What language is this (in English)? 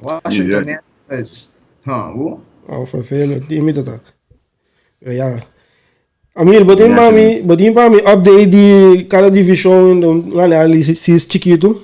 Papiamento